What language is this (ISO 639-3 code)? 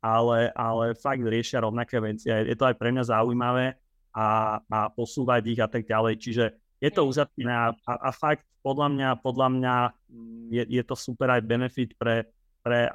slk